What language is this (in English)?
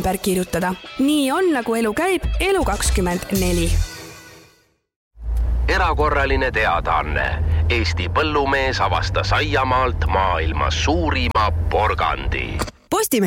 Estonian